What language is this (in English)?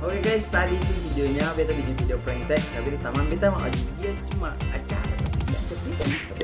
Ambonese Malay